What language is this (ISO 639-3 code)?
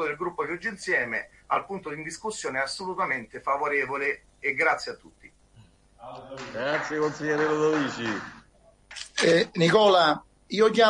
ita